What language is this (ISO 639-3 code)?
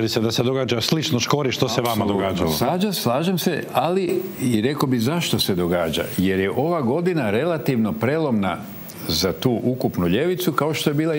hrv